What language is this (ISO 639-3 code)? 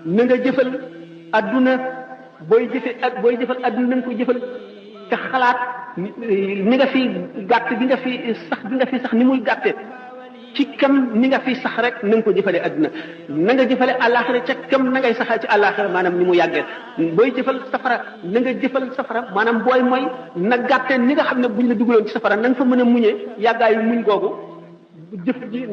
wol